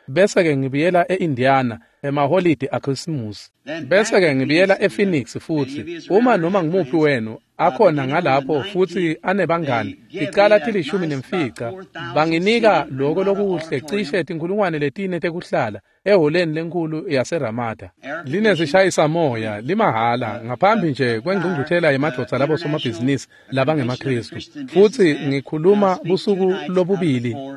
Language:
Swati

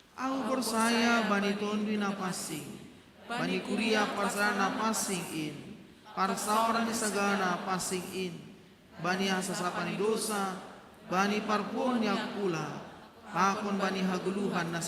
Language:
Batak Simalungun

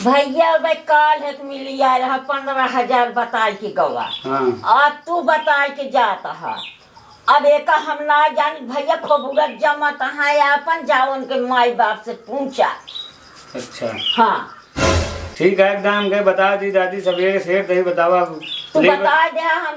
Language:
Awadhi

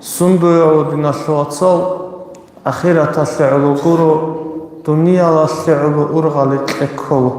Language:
Avaric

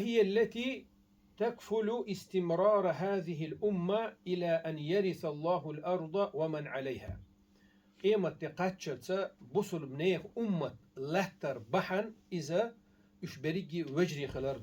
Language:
Chechen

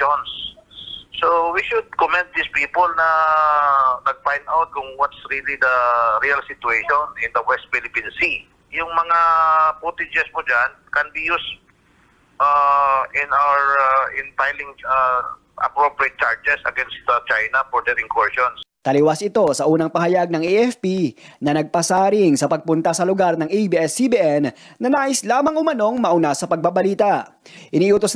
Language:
Filipino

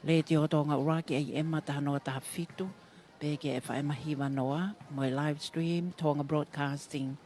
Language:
Tongan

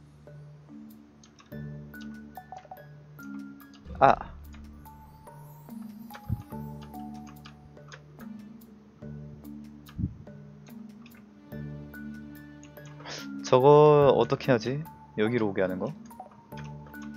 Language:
Korean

